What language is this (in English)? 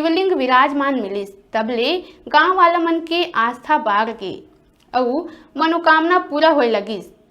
Chhattisgarhi